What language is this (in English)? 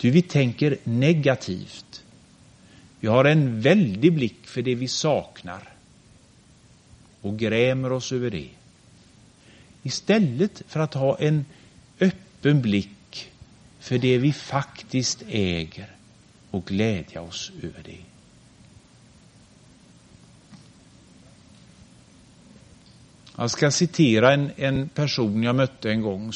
Swedish